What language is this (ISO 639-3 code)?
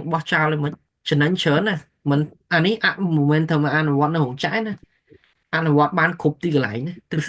khm